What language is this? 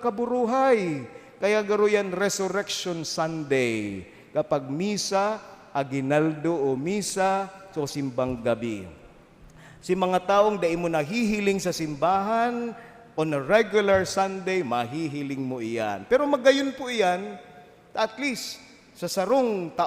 Bikol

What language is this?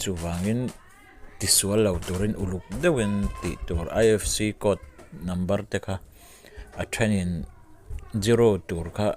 Mizo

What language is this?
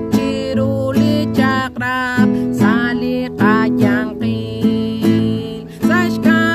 Kekchí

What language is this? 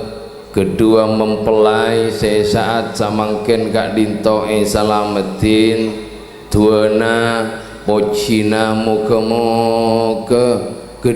Madurese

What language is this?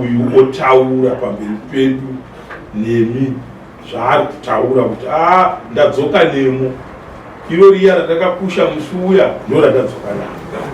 Shona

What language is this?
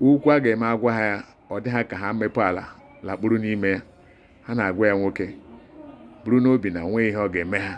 Igbo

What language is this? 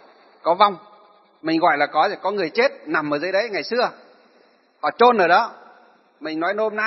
Vietnamese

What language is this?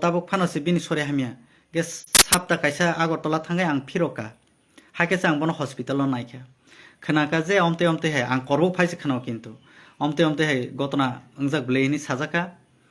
Kok Borok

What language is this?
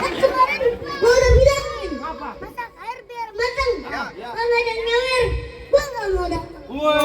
Betawi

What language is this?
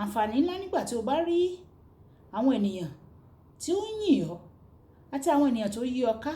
Yoruba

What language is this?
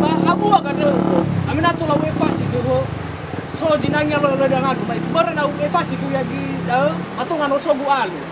Nias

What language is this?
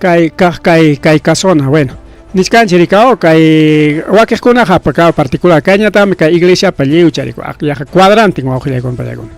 Ayacucho Quechua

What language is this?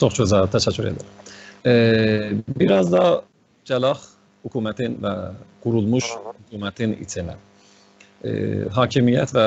South Azerbaijani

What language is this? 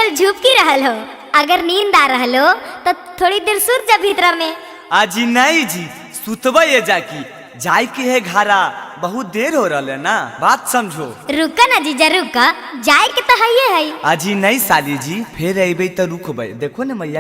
Magahi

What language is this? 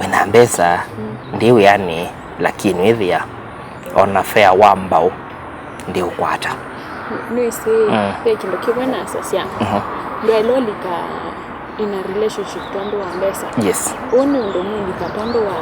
Kamba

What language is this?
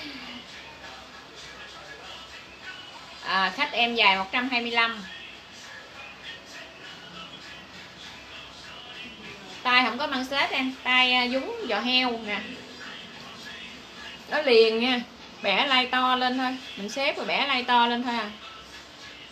Vietnamese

